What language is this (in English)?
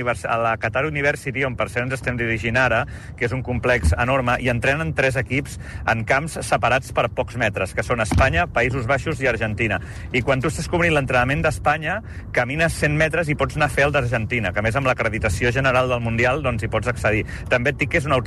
Catalan